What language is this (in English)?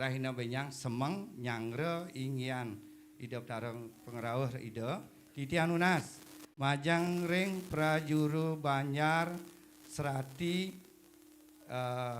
Balinese